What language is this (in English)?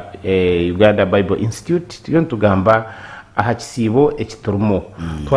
Nyankole